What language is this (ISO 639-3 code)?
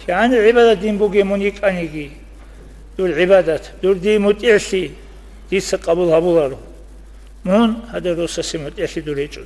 ava